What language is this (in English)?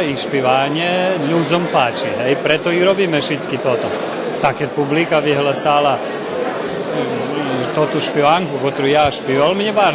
Rusyn